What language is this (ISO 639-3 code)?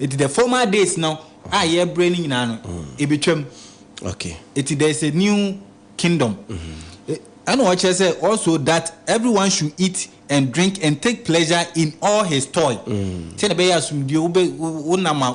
aka